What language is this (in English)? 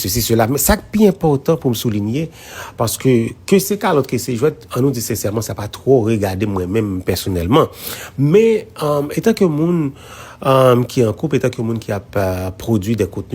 Haitian Creole